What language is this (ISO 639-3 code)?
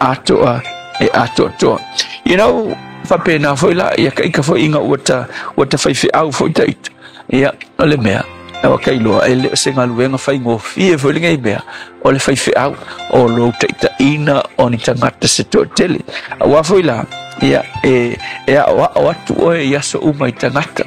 smo